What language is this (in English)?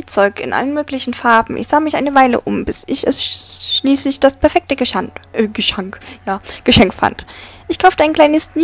German